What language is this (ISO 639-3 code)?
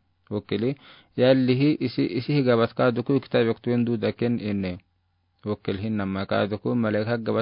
aar